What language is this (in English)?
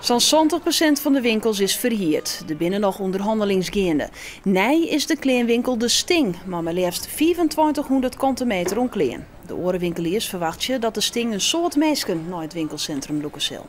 Western Frisian